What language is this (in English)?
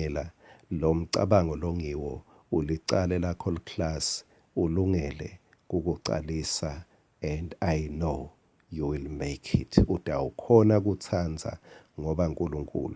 Swati